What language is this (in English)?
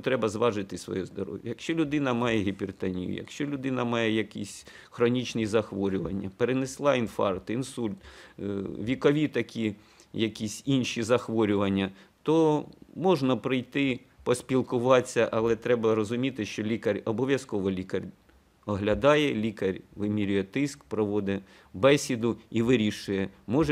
Ukrainian